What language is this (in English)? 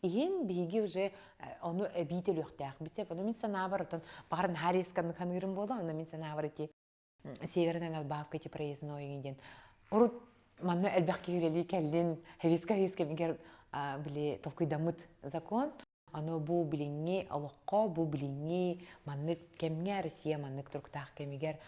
Yakut